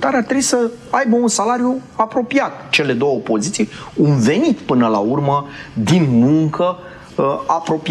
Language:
Romanian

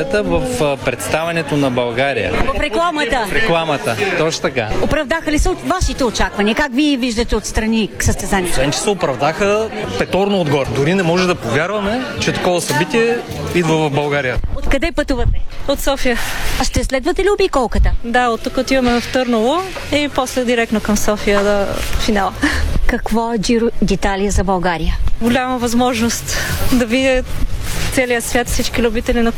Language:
Bulgarian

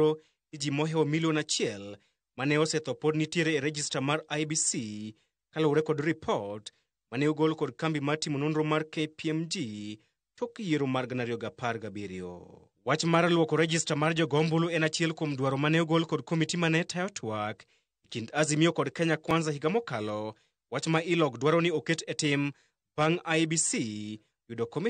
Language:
Luo (Kenya and Tanzania)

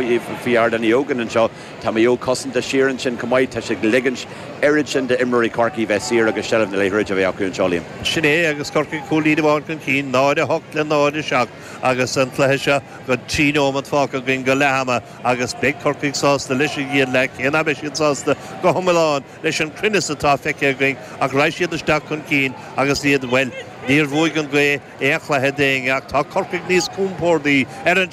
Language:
Irish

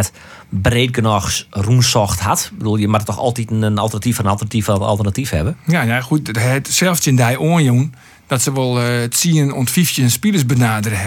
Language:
Western Frisian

